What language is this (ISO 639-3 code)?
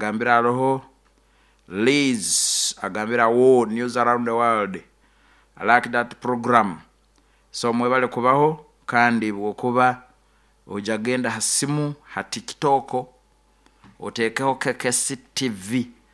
nyo